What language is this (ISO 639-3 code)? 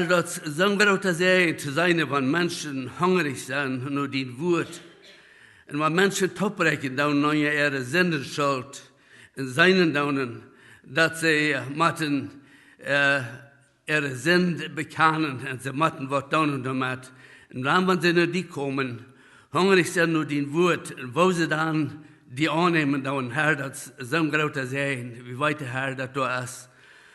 pdt